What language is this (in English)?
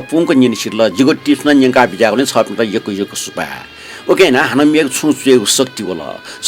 Newari